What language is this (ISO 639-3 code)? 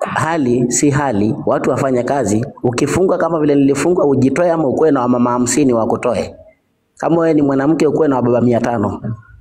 swa